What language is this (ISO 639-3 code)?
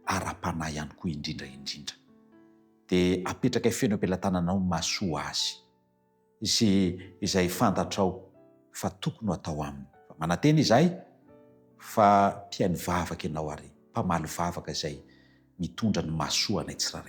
mlg